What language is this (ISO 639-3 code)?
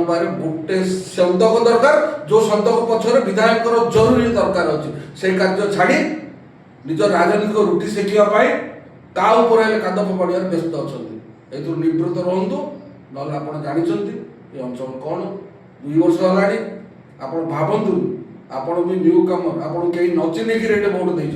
ori